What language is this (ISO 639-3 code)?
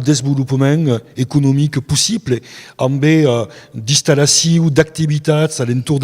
oci